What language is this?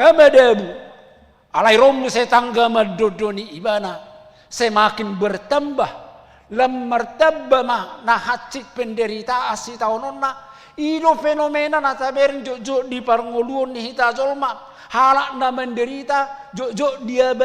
Batak Toba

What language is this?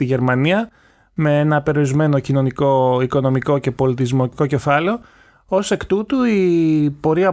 Greek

